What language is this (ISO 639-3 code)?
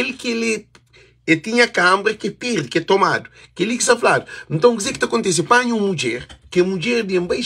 kea